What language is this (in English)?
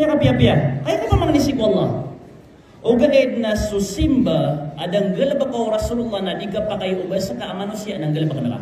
Maranao